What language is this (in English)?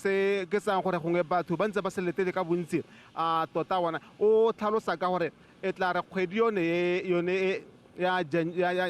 Tswana